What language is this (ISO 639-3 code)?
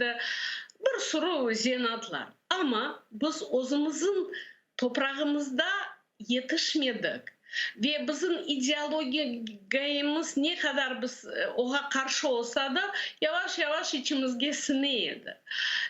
crh